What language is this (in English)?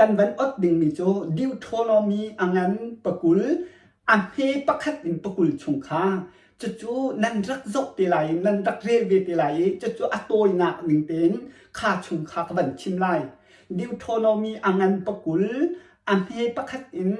Hakha Chin